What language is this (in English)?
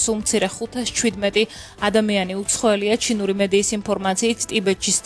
Georgian